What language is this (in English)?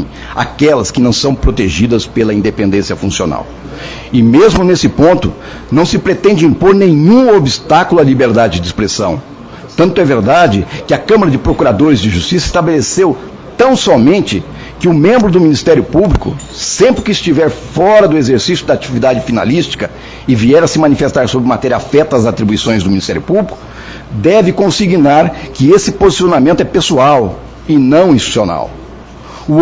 Portuguese